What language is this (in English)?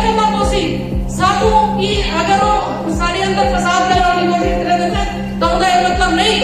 Saraiki